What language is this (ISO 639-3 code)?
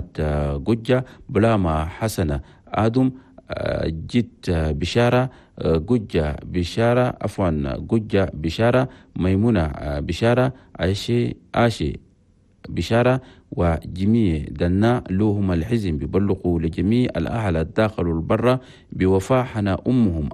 shu